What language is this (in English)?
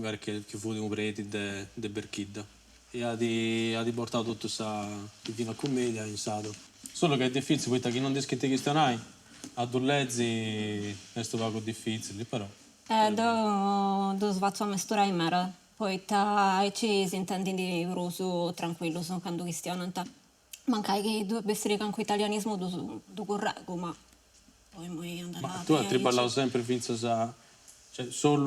Sardinian